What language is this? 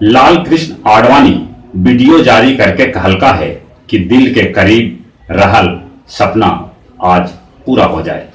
Magahi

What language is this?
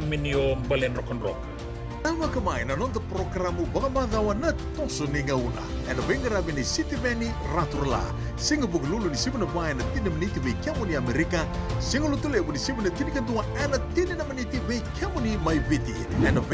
Fijian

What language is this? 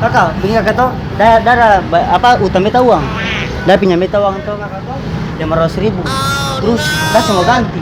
Ambonese Malay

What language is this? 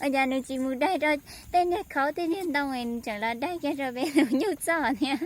Hmong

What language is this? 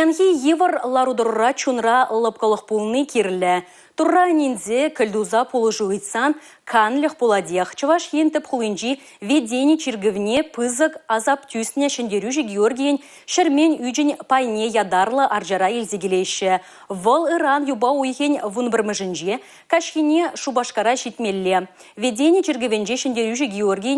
Chuvash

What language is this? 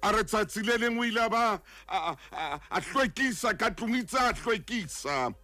Southern Sotho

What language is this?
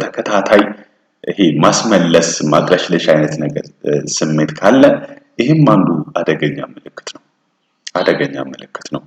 Amharic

